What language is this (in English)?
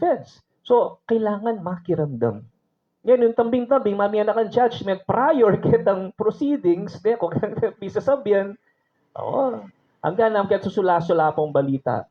Pampanga